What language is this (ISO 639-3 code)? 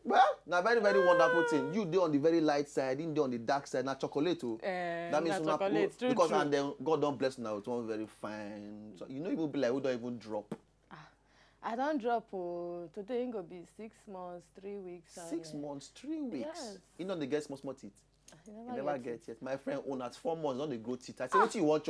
pcm